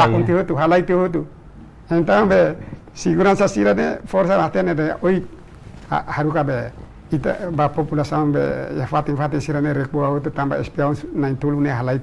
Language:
Tetum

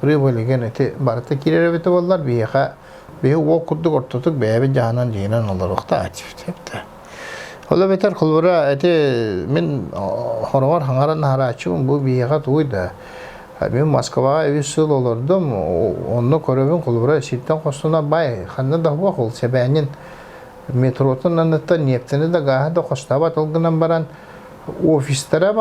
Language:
Yakut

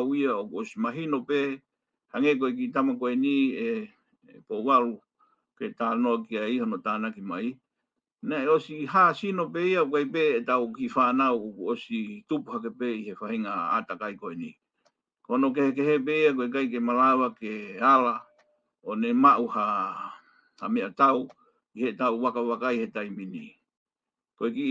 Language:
Tongan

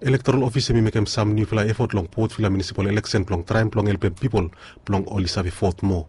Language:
Bislama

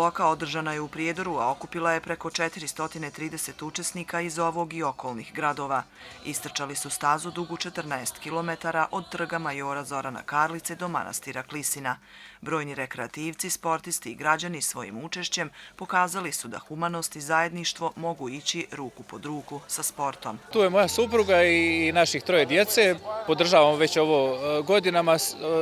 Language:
Bosnian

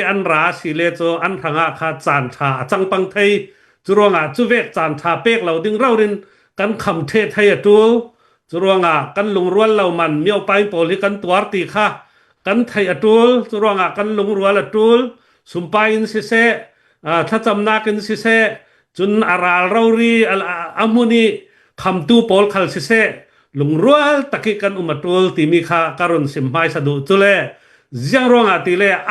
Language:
Hakha Chin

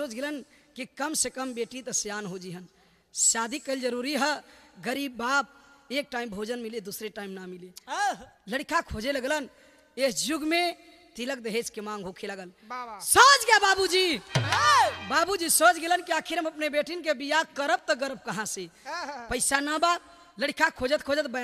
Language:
Bhojpuri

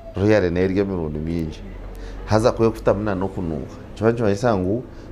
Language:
Nyankole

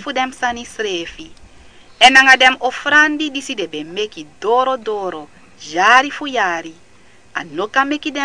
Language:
Sranan Tongo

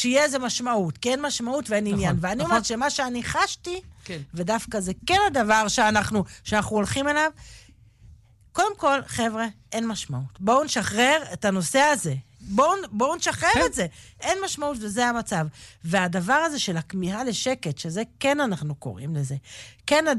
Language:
Hebrew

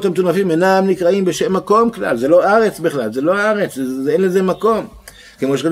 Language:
Hebrew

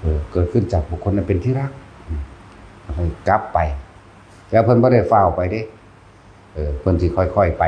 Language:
Northeastern Thai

